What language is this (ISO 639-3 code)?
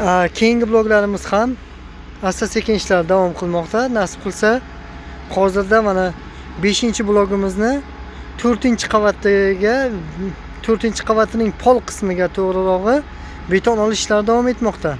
uzb